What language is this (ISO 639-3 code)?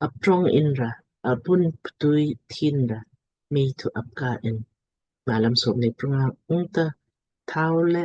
lmk